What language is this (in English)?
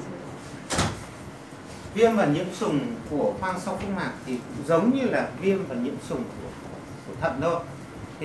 Vietnamese